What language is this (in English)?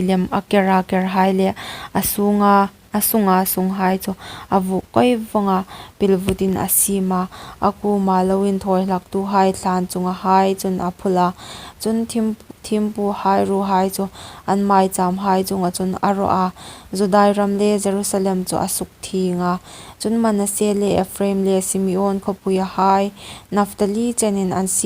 Hmar